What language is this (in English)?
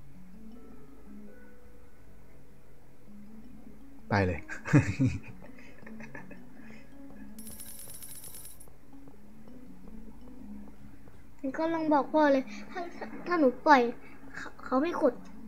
Thai